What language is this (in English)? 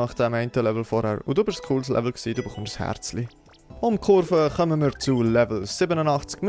Swiss German